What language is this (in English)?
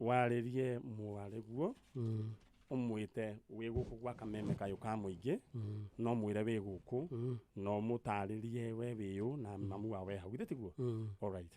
Kikuyu